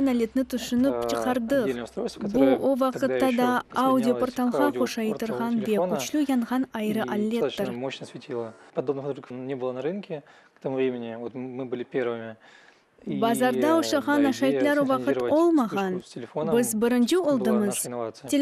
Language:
Crimean Tatar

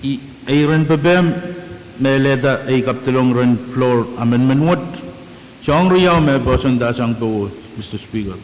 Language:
Pohnpeian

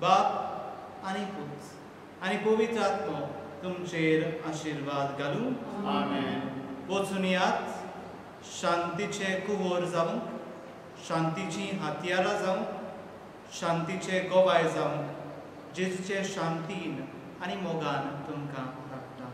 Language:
Konkani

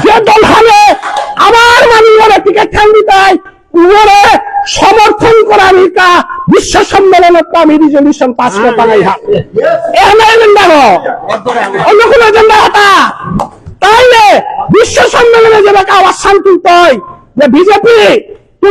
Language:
Bishnupriya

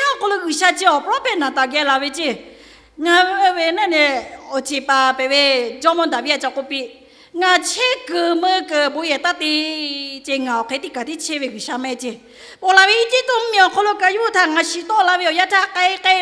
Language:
Lahu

